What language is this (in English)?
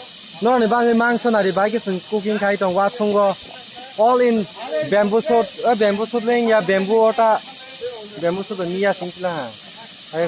Kok Borok